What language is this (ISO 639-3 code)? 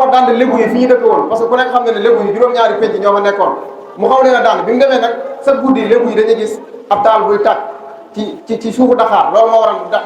wol